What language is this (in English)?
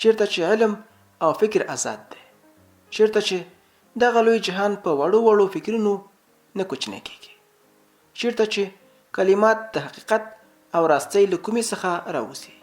Pashto